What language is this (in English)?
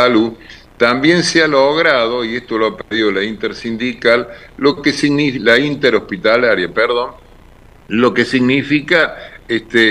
Spanish